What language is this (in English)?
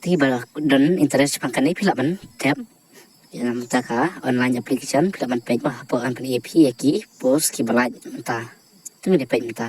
Khasi